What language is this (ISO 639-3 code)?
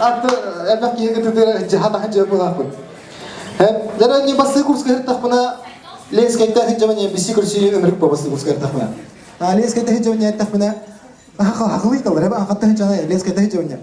sah